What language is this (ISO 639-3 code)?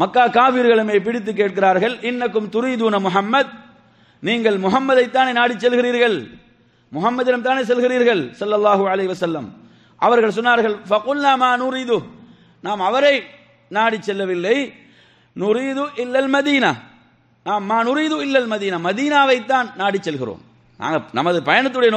tam